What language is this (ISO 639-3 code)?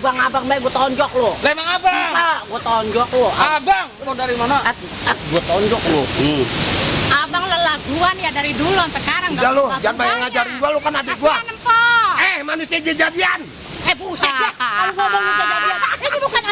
bew